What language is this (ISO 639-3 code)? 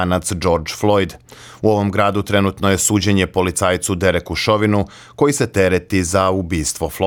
srp